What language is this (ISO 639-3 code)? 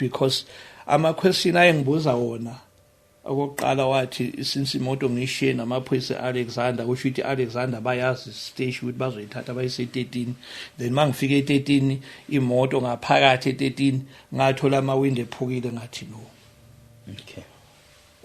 zul